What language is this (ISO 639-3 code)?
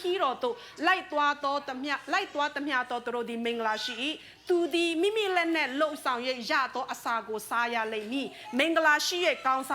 cfm